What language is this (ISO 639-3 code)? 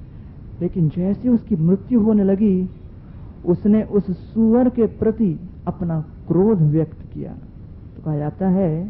hin